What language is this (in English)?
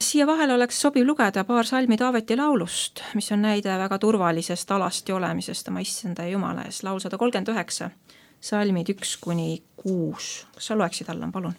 Estonian